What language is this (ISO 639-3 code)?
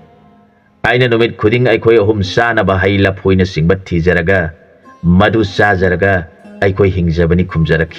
mni